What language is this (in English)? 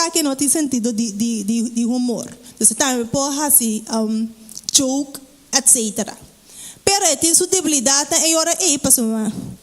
Papiamento